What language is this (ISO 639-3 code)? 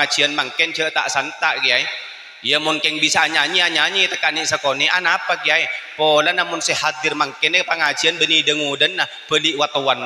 mad